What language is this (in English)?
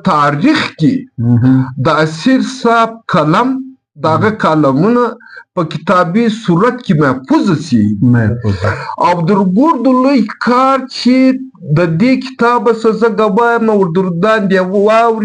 Pashto